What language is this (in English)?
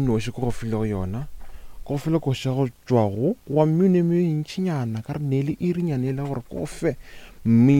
Northern Sotho